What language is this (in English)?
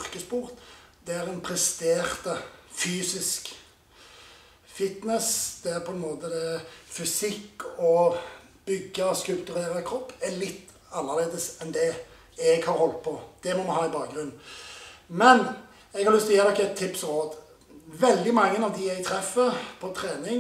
Norwegian